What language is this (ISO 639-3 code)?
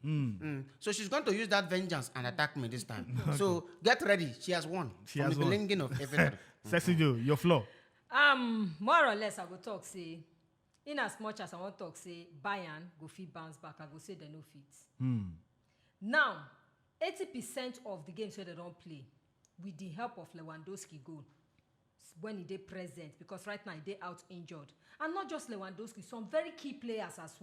pcm